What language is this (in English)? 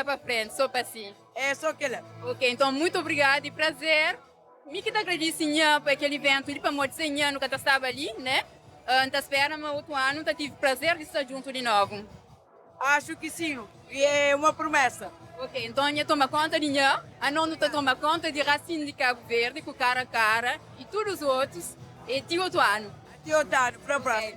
Kabuverdianu